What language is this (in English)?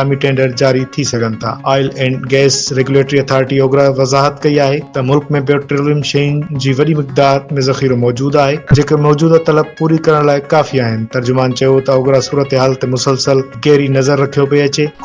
Sindhi